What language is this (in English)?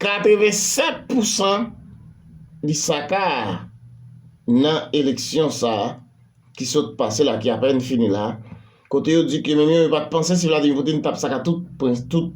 Haitian Creole